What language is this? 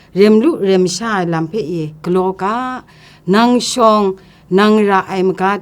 Kachin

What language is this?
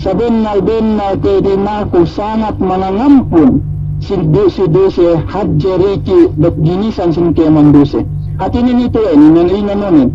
Yakan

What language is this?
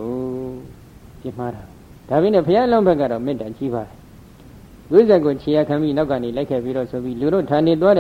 Burmese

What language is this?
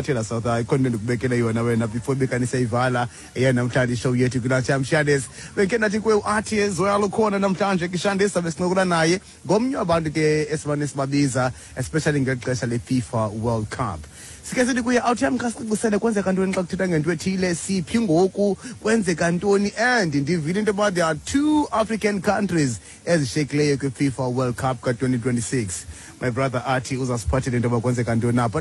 Xhosa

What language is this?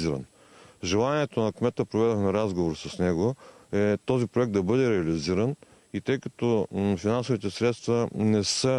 Bulgarian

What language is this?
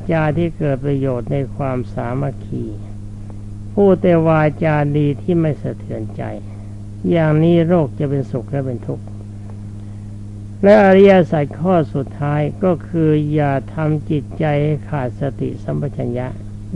Thai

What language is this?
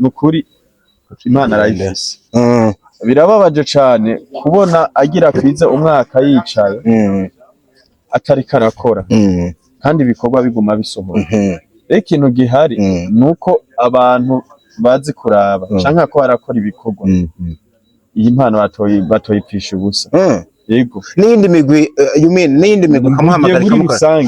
Rundi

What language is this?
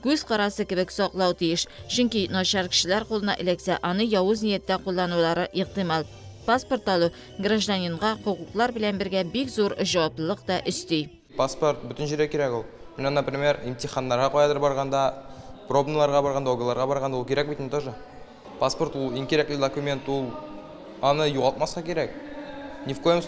Tatar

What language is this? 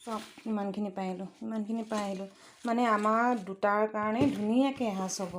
Assamese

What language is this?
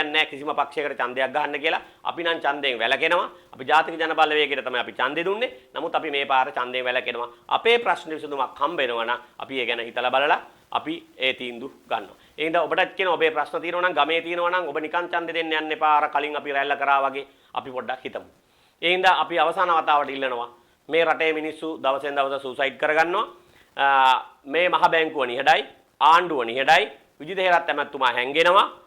Sinhala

